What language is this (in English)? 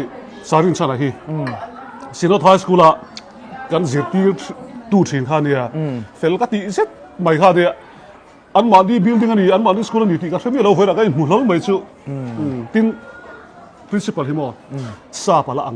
Mizo